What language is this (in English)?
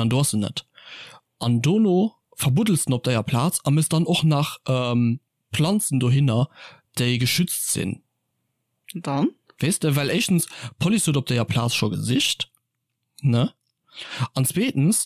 Luxembourgish